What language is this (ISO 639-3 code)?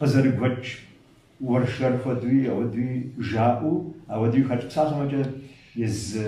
kbd